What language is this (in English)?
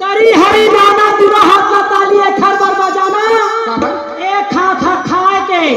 Chhattisgarhi